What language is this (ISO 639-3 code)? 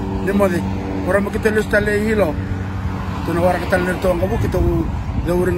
fij